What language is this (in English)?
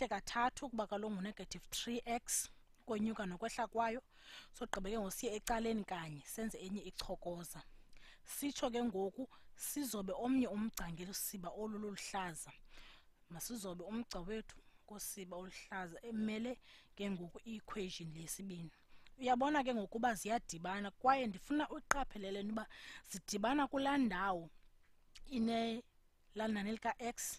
Xhosa